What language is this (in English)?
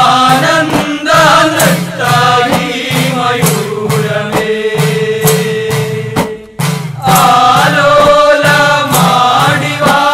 Malayalam